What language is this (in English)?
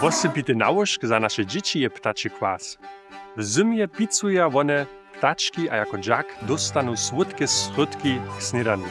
Upper Sorbian